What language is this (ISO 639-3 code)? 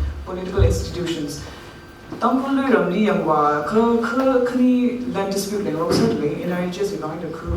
nmf